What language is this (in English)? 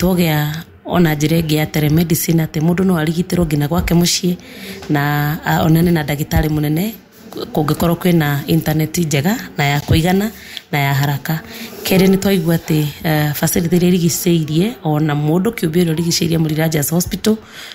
Kikuyu